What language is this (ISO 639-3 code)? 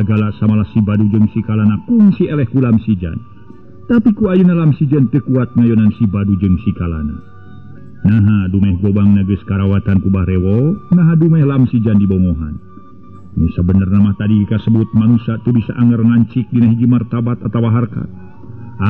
sun